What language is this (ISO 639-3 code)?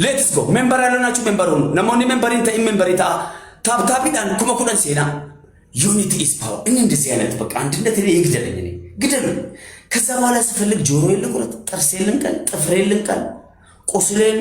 amh